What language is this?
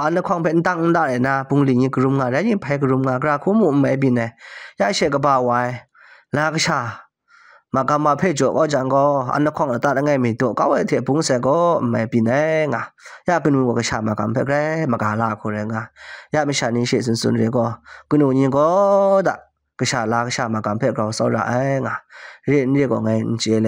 Kachin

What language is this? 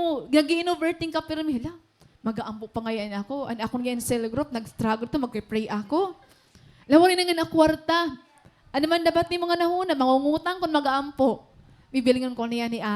Waray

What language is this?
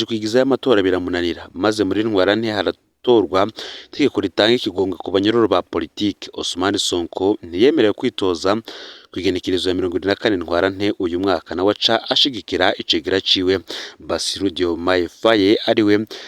Rundi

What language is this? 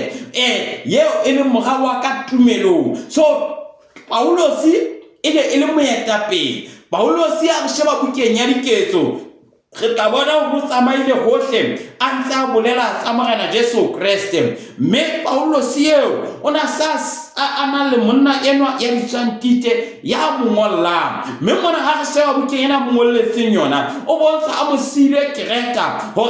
Southern Sotho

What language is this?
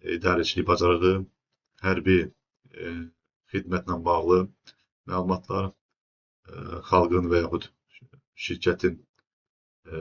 Azerbaijani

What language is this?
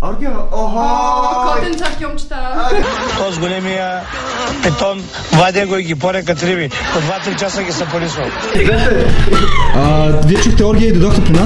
Bulgarian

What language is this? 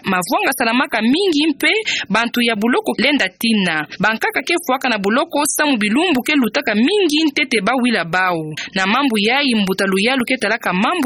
Kituba (Democratic Republic of Congo)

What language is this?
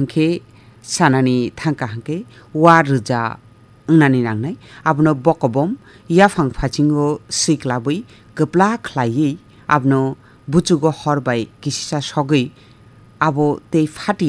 Kok Borok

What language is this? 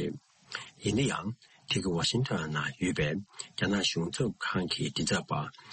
Tibetan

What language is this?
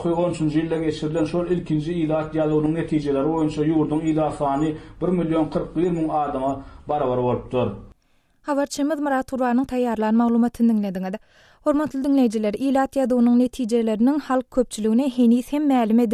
Turkmen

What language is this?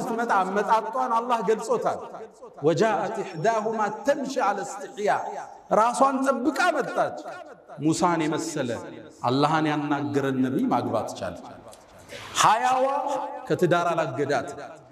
Amharic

